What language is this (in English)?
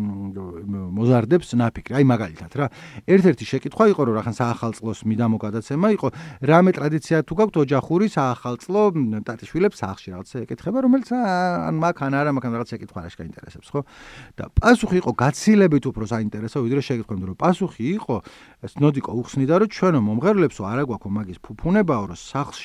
Georgian